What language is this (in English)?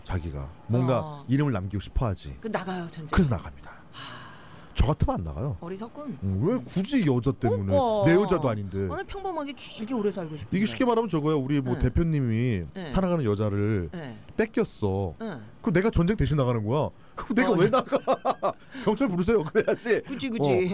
Korean